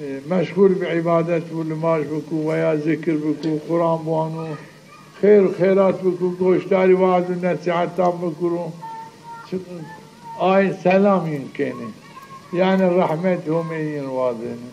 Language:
Zaza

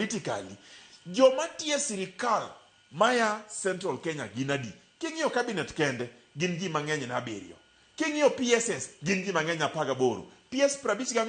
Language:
Luo (Kenya and Tanzania)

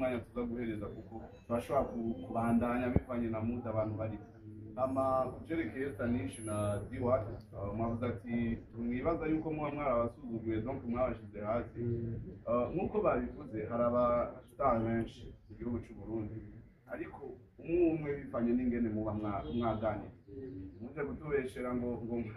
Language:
Rundi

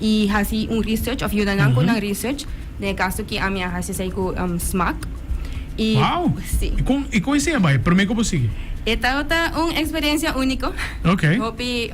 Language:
Papiamento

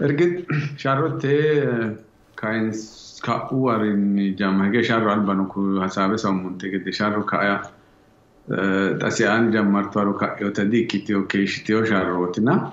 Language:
Sidamo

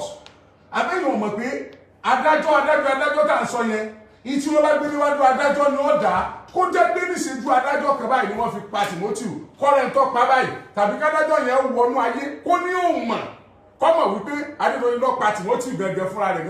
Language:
Yoruba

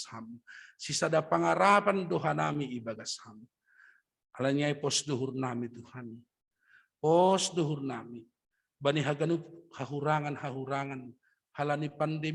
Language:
Batak Simalungun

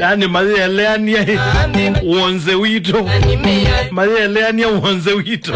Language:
Kamba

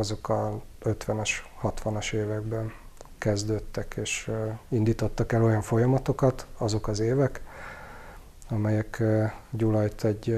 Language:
Hungarian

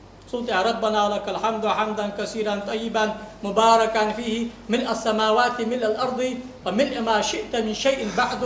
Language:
Ingush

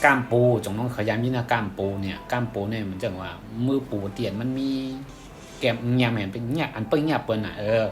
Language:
Shan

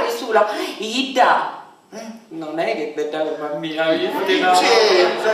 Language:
Sicilian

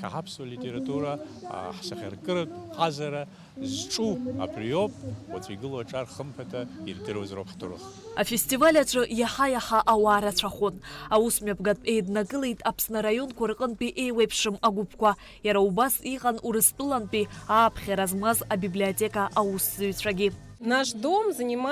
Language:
Abkhazian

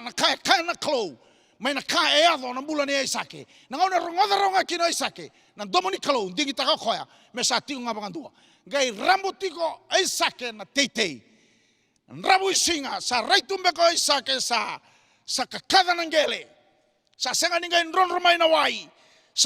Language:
Fijian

